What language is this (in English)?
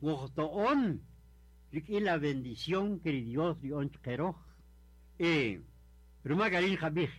Kaqchikel